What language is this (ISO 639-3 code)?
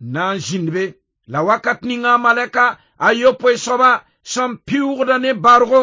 mos